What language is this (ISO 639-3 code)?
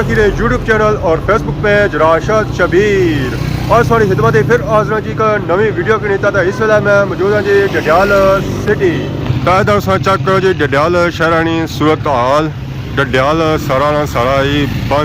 phr